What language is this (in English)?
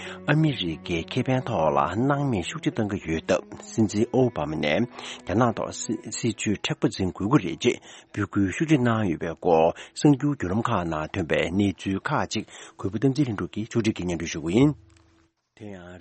Tibetan